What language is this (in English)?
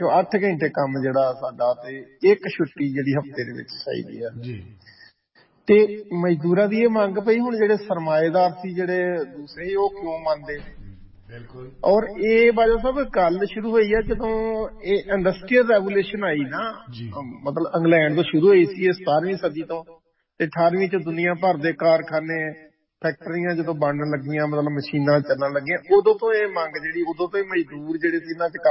Punjabi